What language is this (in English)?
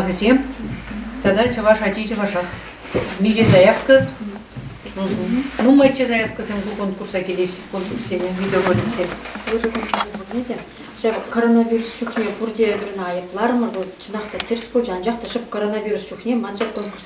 Chuvash